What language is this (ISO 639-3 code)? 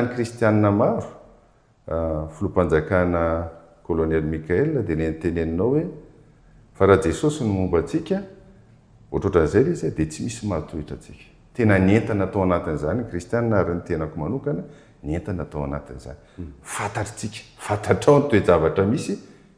mlg